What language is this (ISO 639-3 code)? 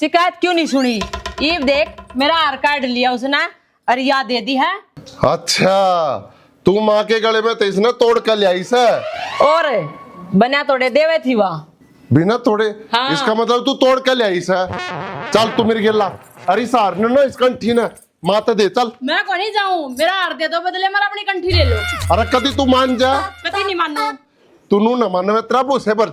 bgc